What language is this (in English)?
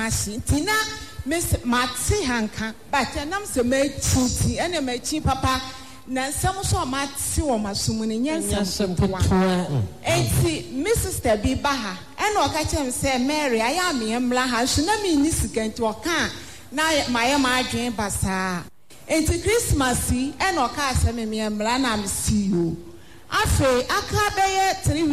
Akan